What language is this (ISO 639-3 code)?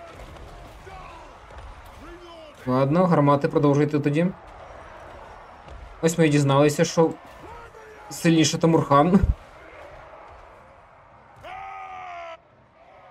ukr